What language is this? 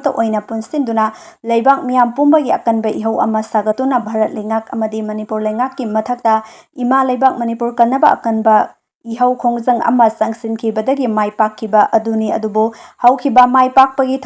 Manipuri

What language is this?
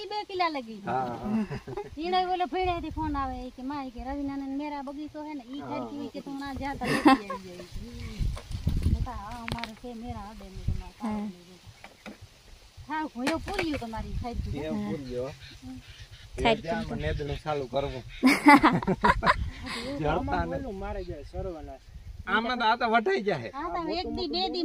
Gujarati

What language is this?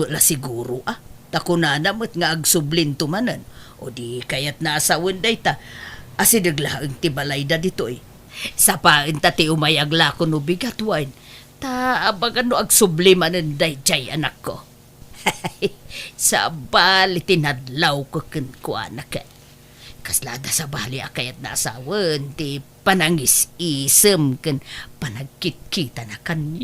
Iloko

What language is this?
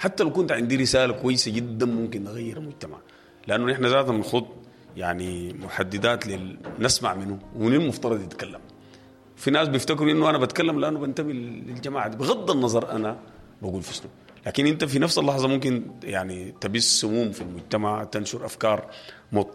Sudanese Arabic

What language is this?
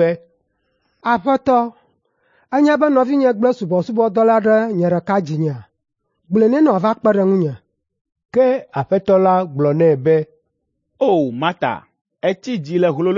Ewe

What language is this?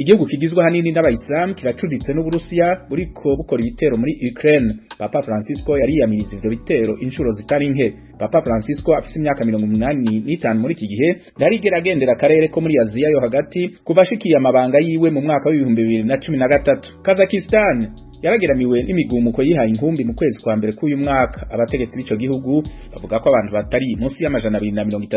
Rundi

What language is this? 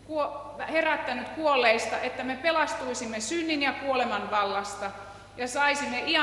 Finnish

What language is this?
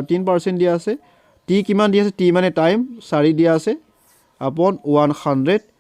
Assamese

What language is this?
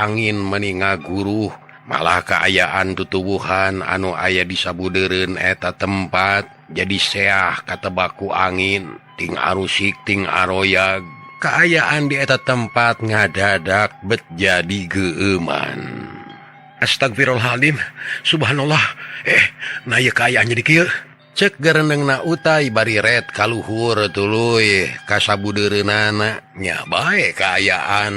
Sundanese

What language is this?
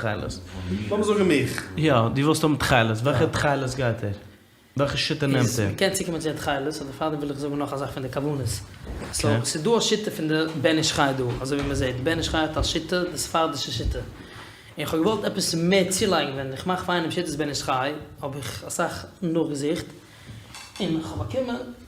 Yiddish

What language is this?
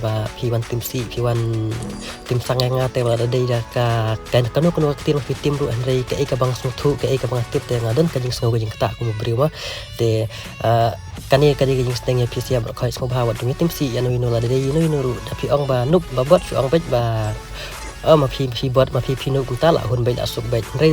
Khasi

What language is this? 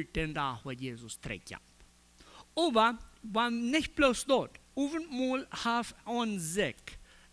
Plautdietsch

